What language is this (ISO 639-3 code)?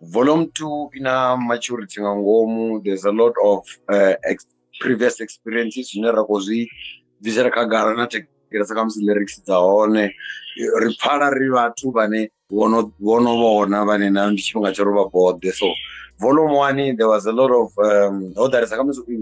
ven